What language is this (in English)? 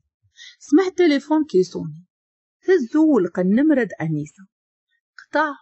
Moroccan Arabic